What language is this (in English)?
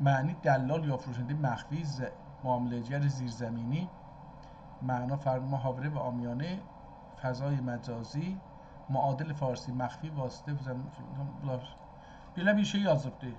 South Azerbaijani